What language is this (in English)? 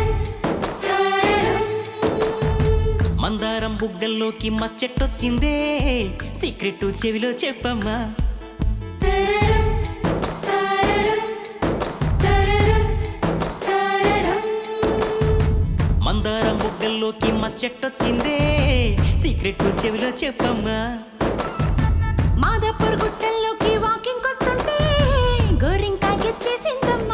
Telugu